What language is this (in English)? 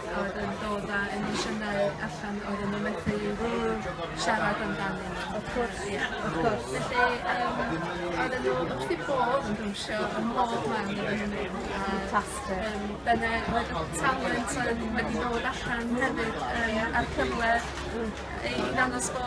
Welsh